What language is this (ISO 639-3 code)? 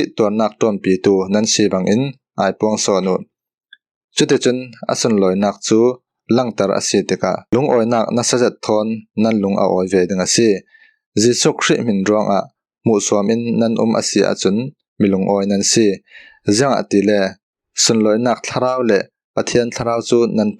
cfm